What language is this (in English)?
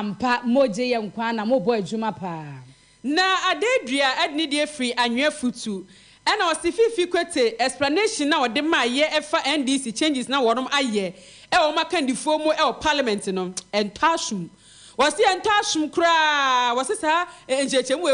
Akan